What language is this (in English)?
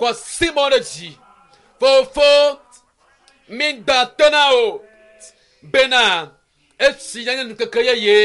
Ewe